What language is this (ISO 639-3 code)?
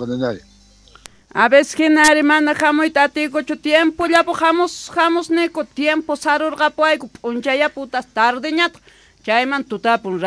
quh